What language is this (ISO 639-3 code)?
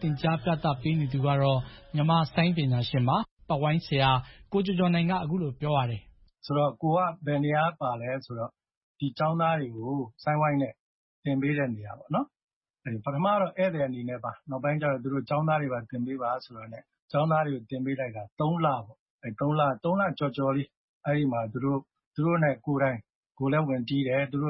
mya